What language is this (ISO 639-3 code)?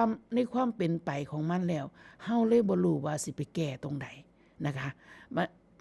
tts